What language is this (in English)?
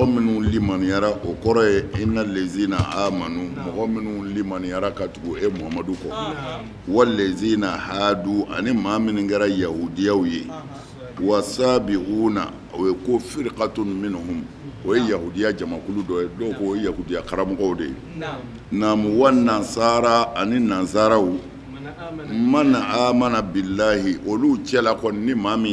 Bambara